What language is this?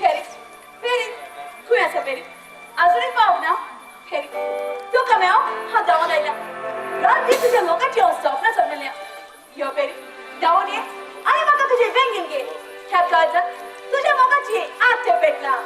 Konkani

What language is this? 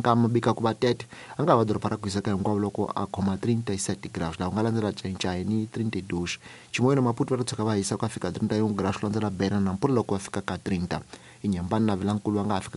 Tsonga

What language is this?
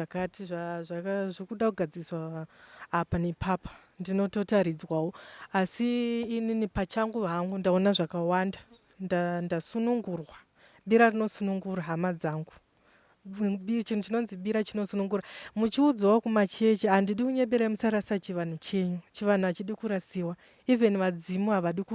Shona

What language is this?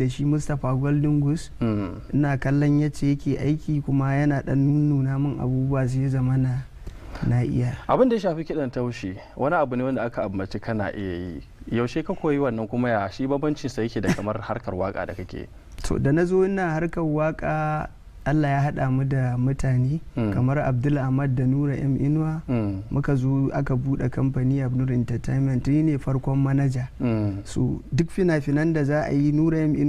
Hausa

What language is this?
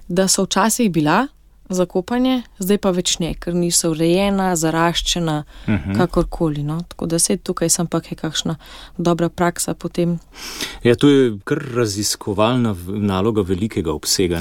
Slovenian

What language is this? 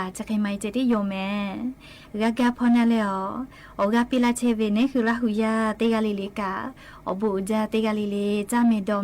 Lahu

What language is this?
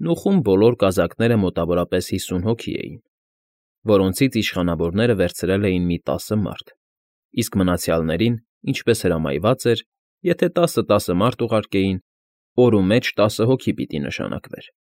Armenian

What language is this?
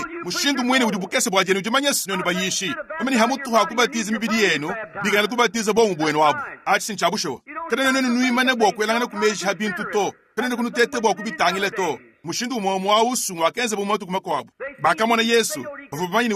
Luba-Lulua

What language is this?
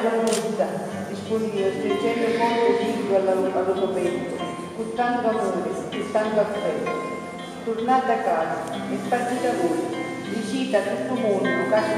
Sicilian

